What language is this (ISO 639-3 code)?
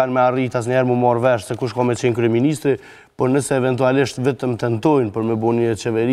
sqi